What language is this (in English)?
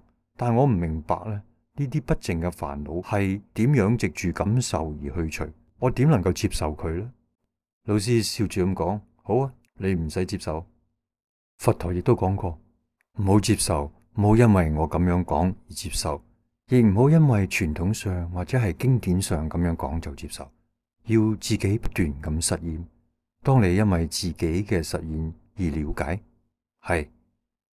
Cantonese